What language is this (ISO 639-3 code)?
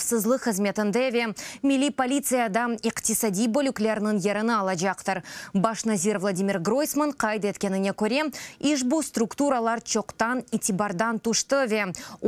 crh